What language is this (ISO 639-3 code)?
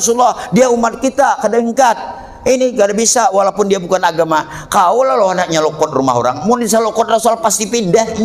bjn